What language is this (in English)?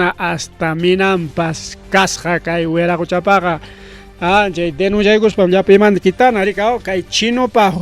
Ayacucho Quechua